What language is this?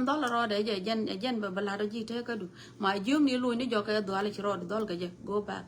Nuer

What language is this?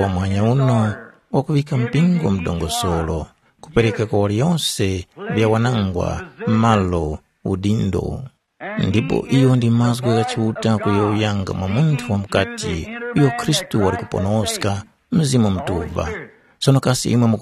Tumbuka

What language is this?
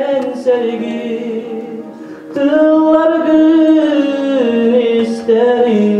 Yakut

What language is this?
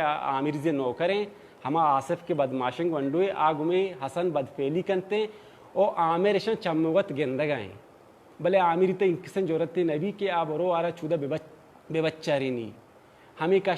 Baluchi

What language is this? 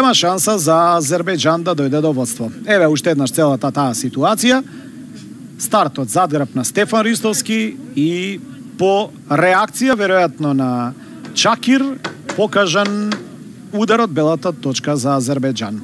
Macedonian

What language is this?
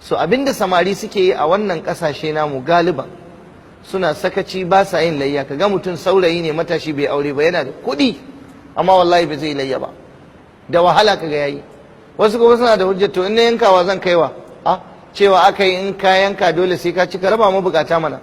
Hausa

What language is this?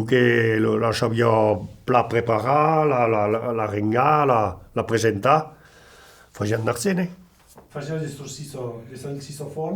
Occitan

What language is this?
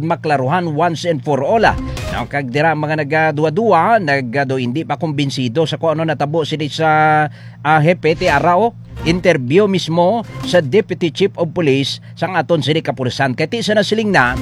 Hiligaynon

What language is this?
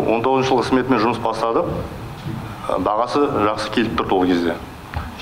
Kazakh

